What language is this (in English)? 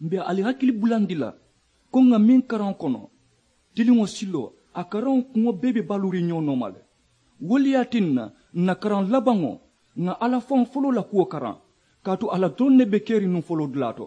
Mandingo